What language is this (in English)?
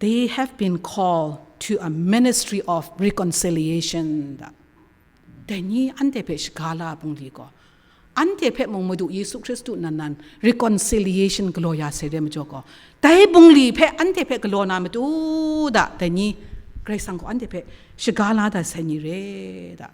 Kachin